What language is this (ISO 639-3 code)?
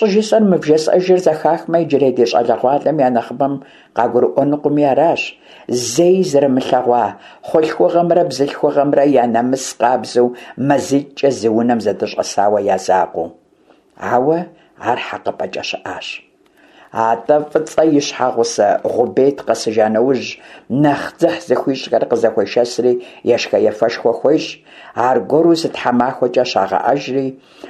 kbd